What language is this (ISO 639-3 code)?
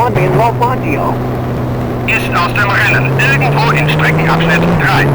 bar